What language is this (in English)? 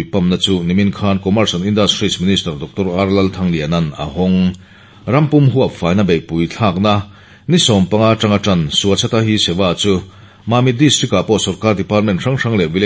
Mizo